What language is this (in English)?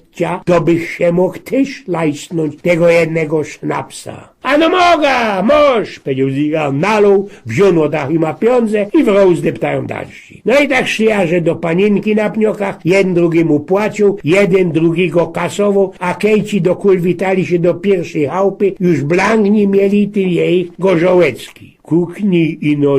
Silesian